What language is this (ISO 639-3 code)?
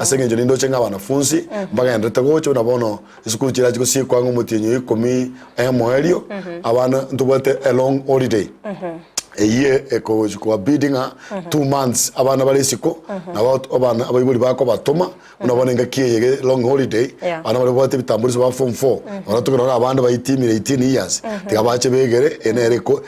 guz